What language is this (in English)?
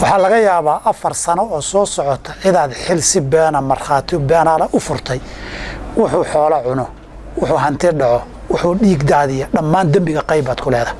Somali